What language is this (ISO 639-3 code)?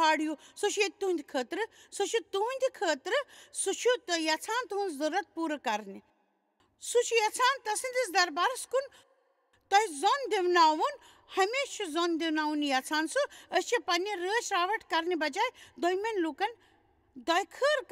kas